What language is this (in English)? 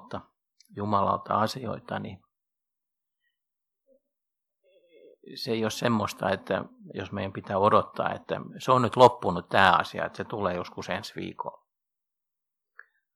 Finnish